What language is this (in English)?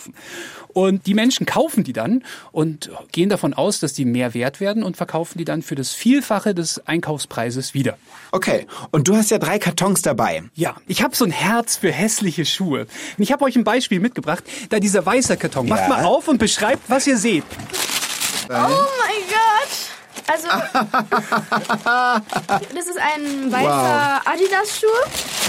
German